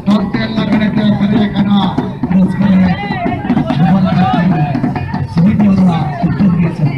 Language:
Santali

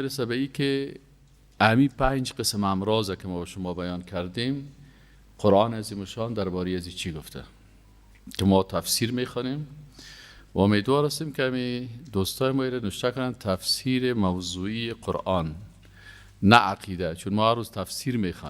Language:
Persian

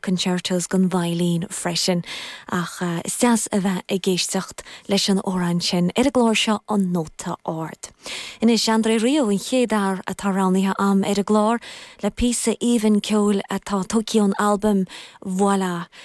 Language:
Irish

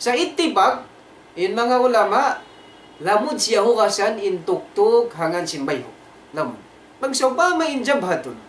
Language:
Tausug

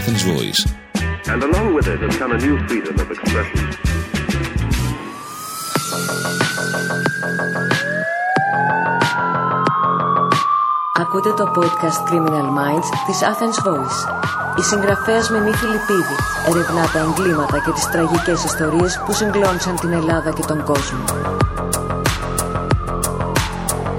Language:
Greek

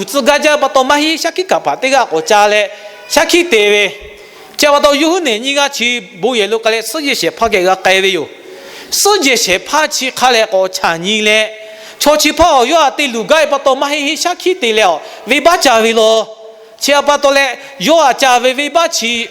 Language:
Lahu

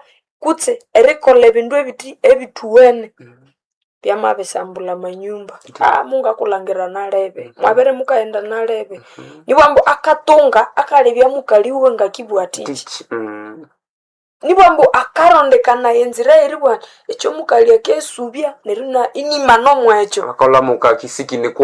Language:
Nande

